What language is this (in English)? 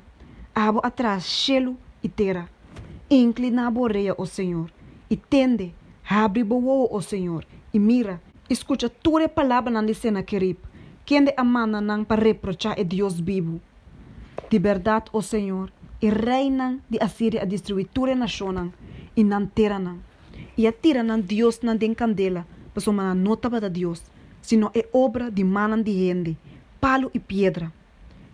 Papiamento